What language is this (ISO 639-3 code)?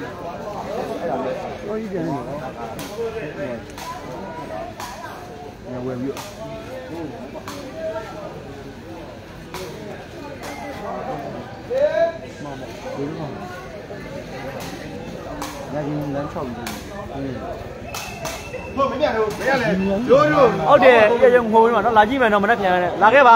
mya